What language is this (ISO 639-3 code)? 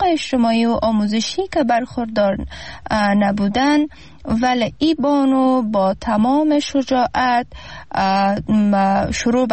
fas